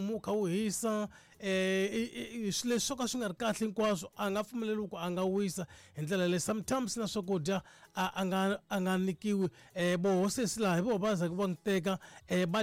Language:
Tsonga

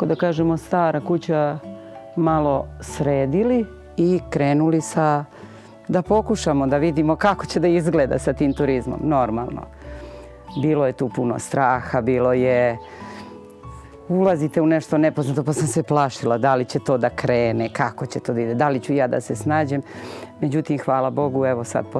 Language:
Serbian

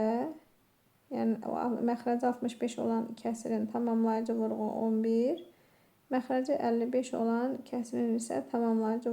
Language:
Azerbaijani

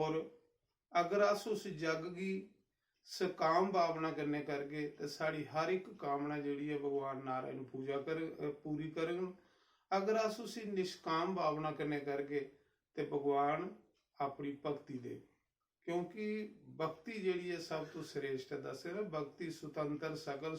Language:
Dogri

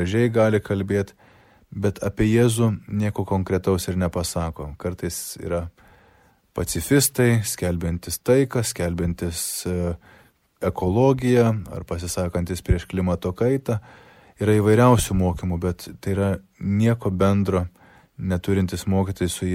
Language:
Lithuanian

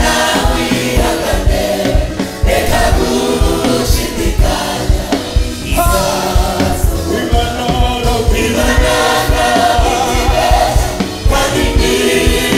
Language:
Kinyarwanda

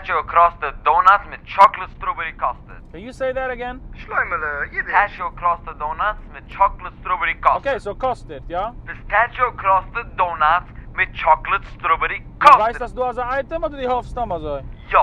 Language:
Yiddish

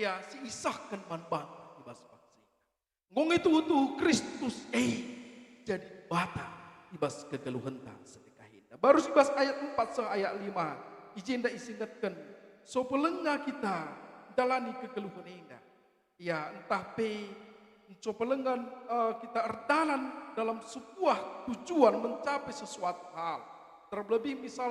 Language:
Batak Karo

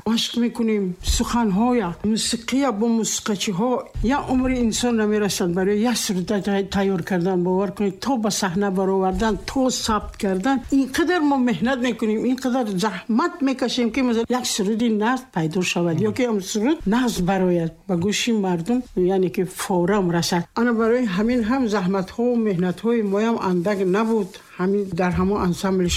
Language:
Tajik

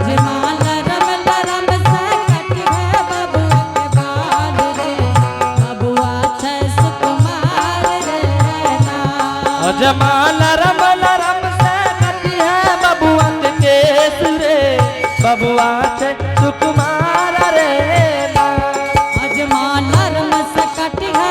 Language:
Angika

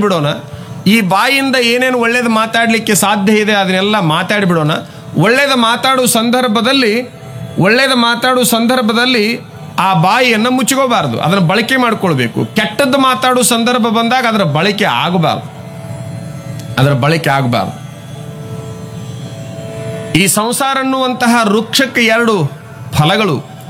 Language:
Kannada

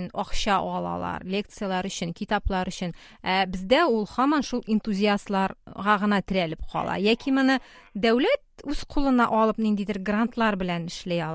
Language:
Tatar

